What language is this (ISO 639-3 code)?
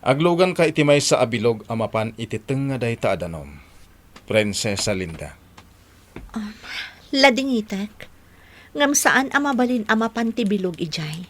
ilo